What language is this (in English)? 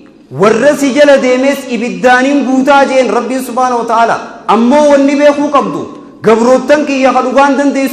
Oromo